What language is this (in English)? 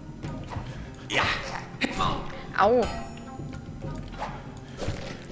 German